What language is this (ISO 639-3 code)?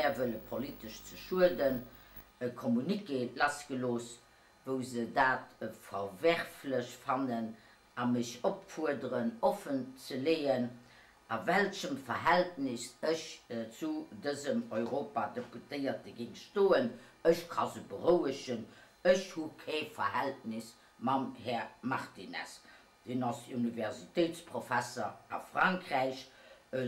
ltz